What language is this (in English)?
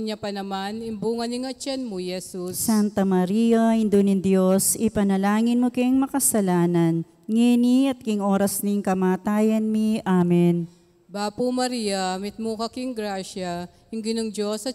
Pampanga